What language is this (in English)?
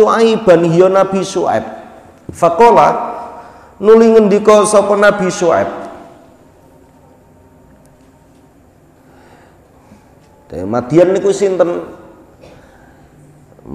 Javanese